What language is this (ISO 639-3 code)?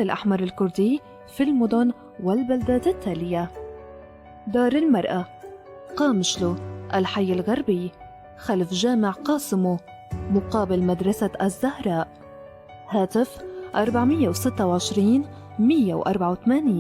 apc